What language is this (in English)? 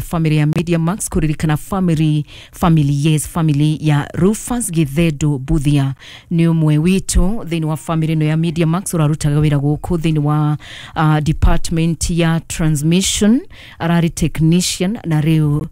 Kikuyu